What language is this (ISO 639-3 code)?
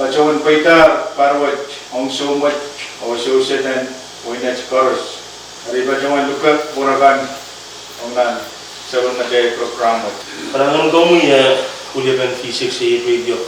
pon